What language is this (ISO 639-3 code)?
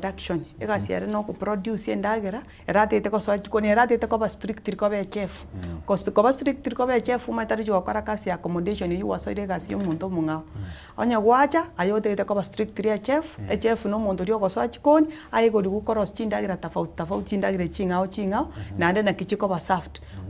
guz